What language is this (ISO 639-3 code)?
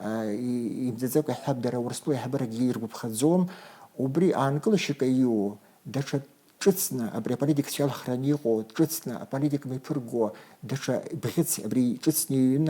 abk